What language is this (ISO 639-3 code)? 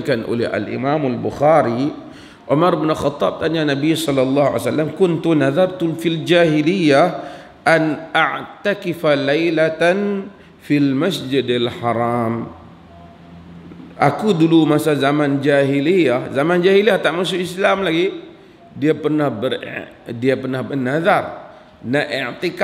msa